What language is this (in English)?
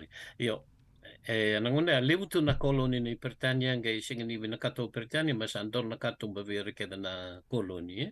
Fijian